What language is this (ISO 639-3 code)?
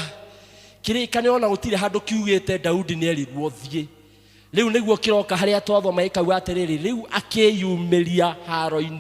kik